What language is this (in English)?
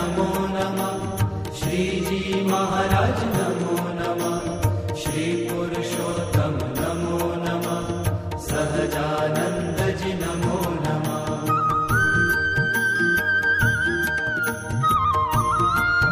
Hindi